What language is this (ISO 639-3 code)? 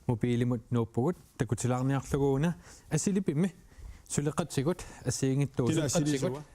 kal